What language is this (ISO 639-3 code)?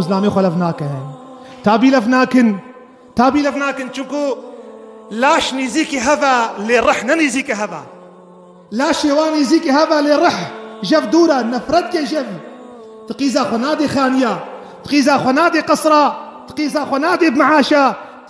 kur